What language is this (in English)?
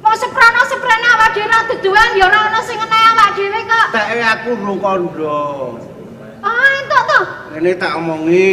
Javanese